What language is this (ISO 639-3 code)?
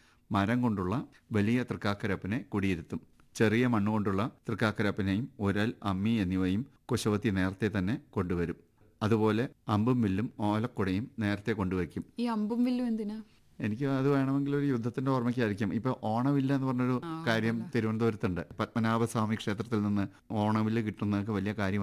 mal